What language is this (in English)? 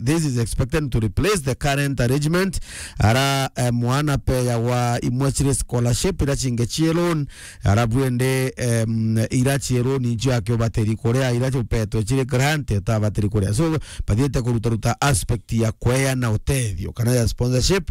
Meru